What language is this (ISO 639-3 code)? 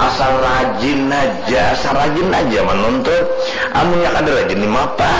bjn